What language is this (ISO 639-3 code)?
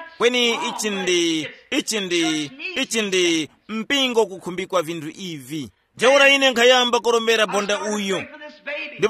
tum